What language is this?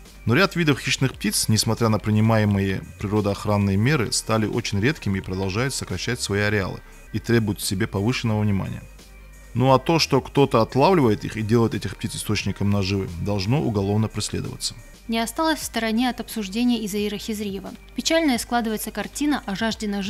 Russian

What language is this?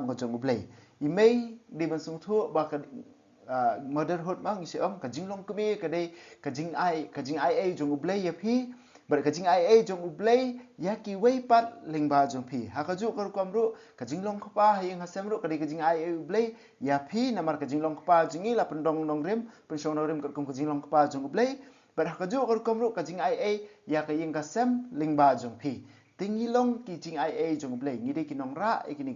Khasi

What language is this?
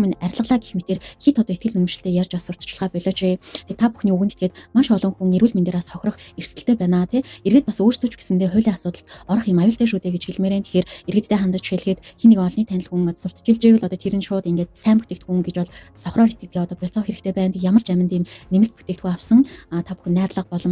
Mongolian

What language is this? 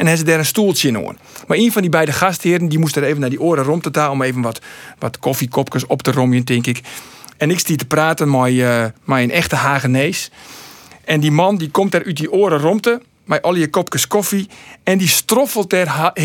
Western Frisian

